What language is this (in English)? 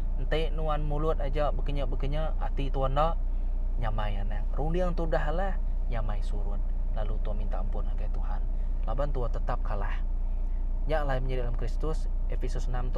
Iban